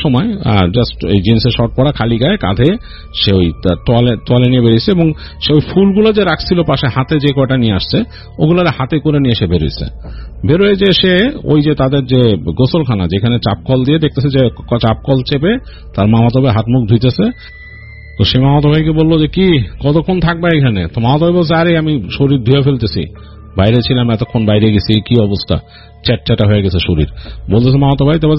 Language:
Bangla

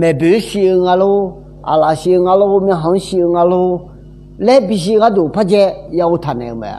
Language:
Akha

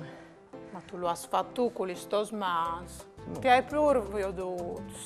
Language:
Friulian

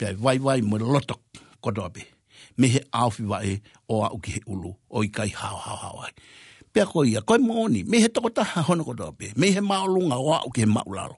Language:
Tongan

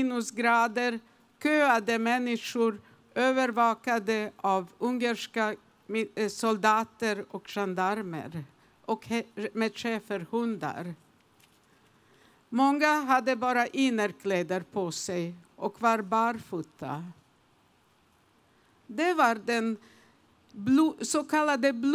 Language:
Swedish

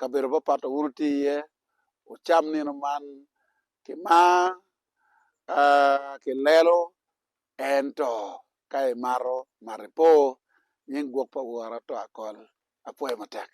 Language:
Acoli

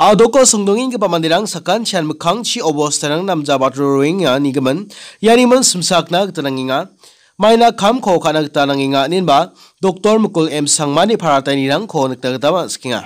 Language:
Garo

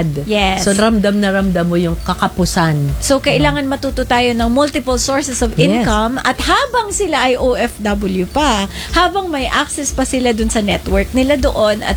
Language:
Filipino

